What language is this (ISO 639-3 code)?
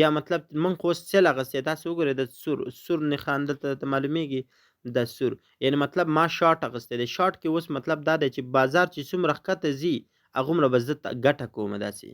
pus